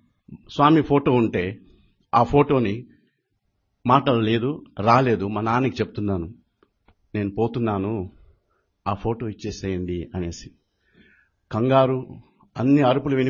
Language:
Telugu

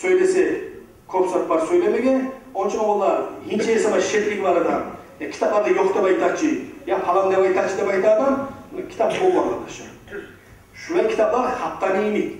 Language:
Kumyk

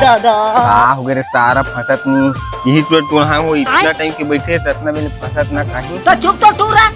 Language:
Chhattisgarhi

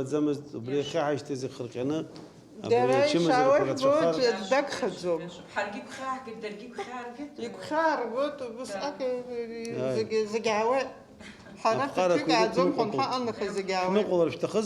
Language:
Abkhazian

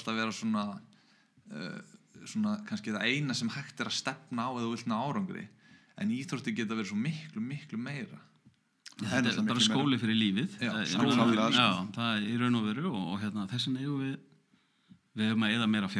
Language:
Icelandic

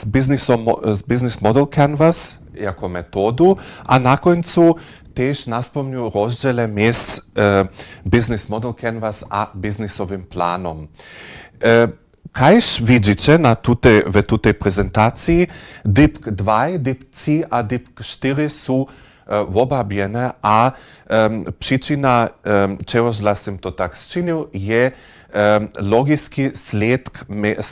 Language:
Upper Sorbian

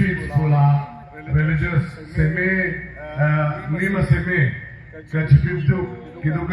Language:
Karbi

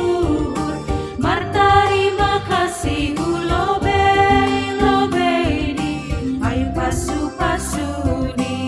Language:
Batak Simalungun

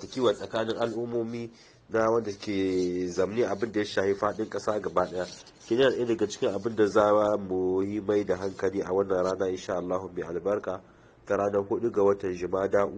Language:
Hausa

